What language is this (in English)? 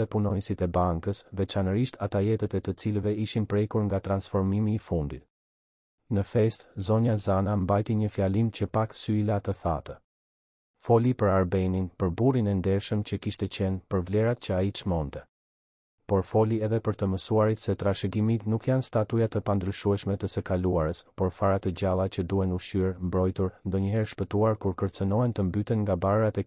Albanian